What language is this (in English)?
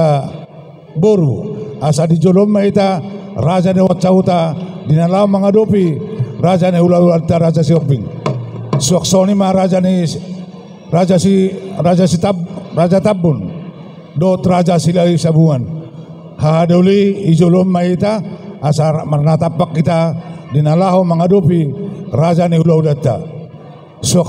Batak Toba